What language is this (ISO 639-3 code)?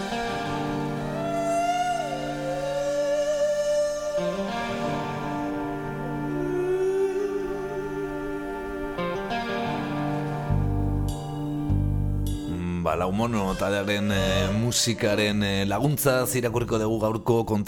eus